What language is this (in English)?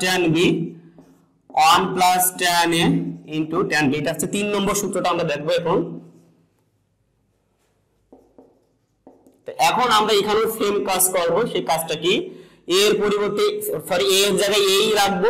Bangla